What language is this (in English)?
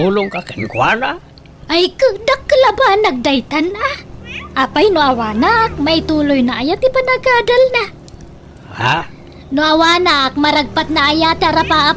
Iloko